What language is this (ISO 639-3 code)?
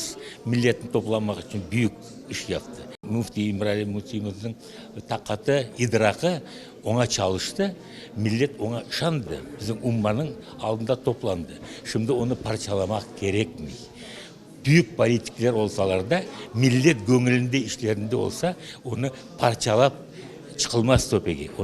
crh